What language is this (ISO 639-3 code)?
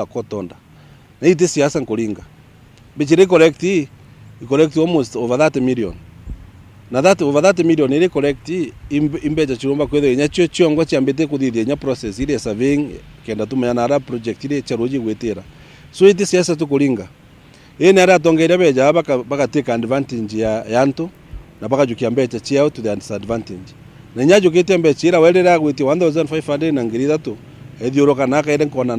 mer